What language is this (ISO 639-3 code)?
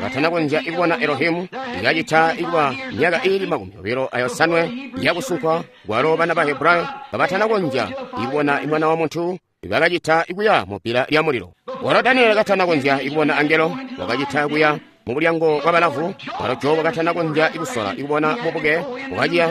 toi